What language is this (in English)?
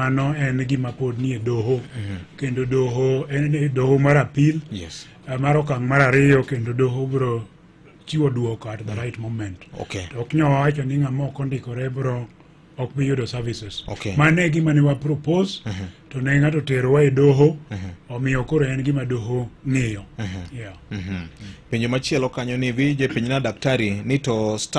Luo (Kenya and Tanzania)